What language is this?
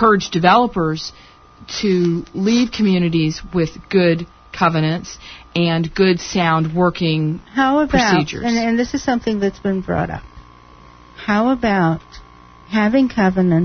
English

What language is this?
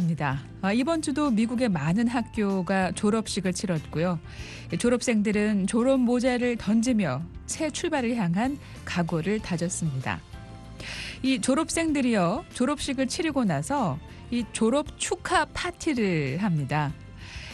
Korean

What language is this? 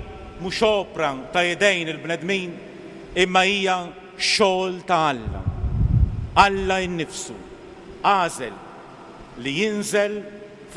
Maltese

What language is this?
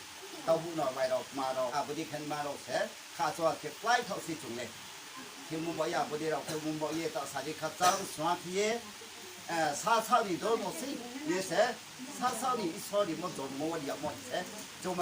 Riang (India)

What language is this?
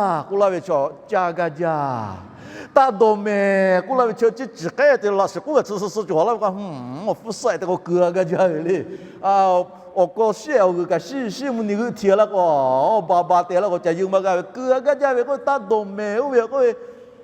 Lahu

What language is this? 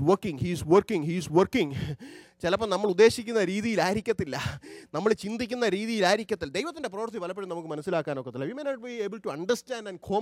Malayalam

